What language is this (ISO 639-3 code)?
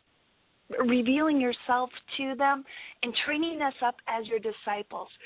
eng